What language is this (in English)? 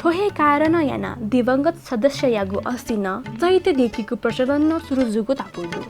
Newari